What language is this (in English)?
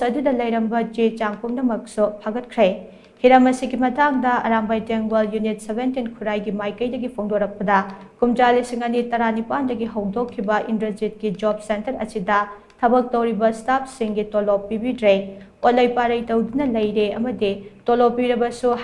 Manipuri